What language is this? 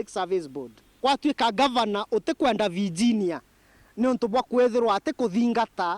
Meru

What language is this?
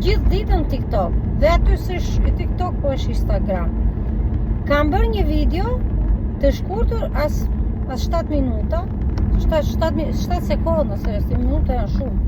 Albanian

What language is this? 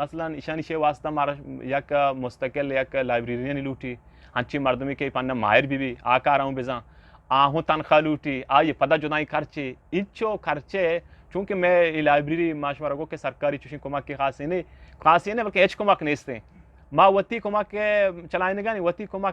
Eastern Balochi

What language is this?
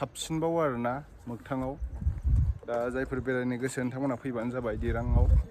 Bodo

